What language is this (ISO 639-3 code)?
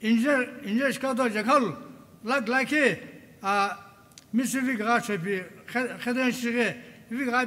nsm